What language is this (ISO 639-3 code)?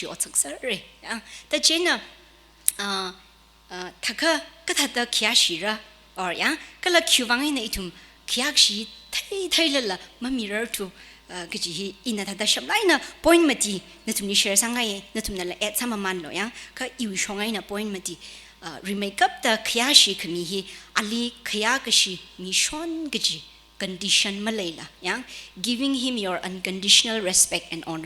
nmf